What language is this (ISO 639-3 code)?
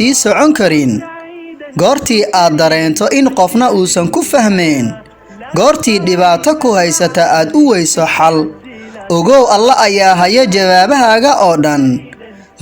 som